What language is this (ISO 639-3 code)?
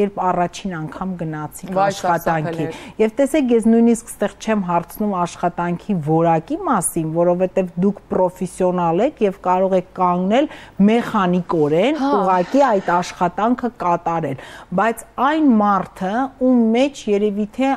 hye